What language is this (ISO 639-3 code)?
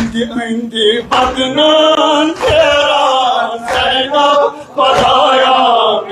kas